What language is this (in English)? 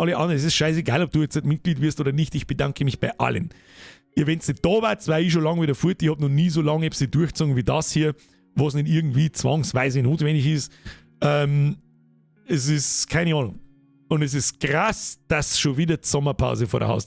Bavarian